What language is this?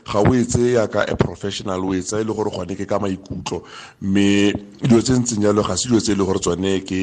Tswana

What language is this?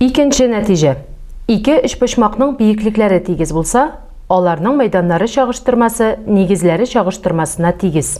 Tatar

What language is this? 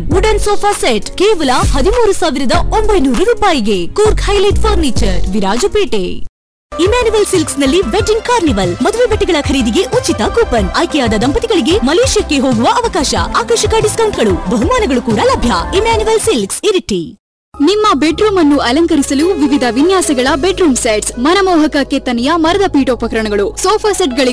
Kannada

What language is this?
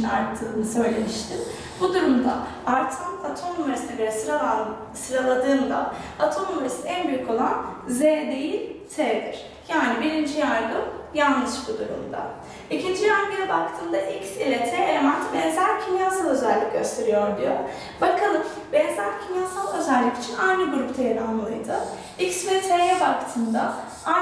Turkish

